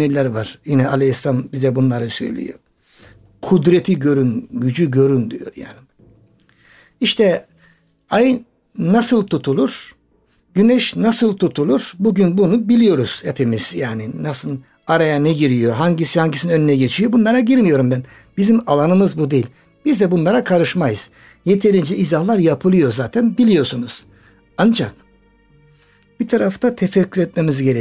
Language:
Turkish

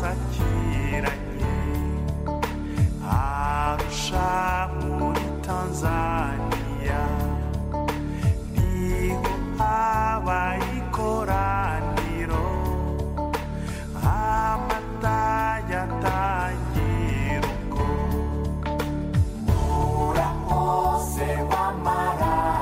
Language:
Kinyarwanda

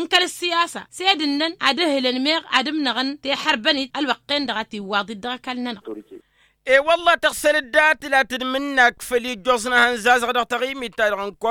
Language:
Tamasheq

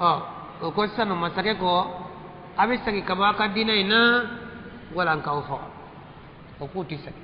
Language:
Bambara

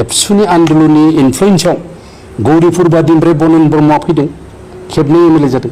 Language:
Bodo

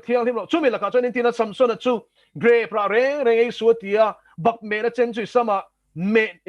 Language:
Mizo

